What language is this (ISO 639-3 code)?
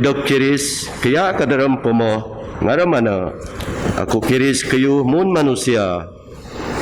bth